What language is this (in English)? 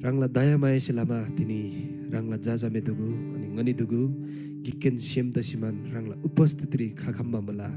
Eastern Tamang